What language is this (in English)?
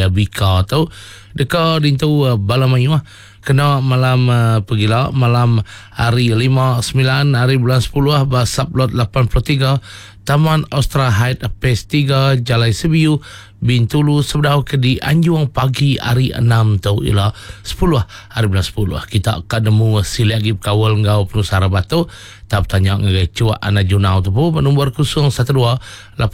Iban